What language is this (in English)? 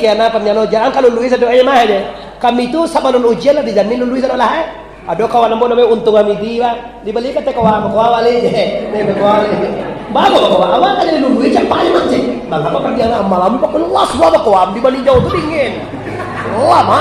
Minangkabau